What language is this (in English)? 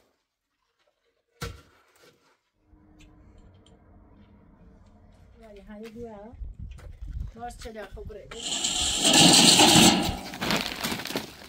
Persian